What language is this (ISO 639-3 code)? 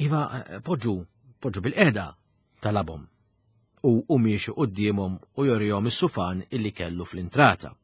mlt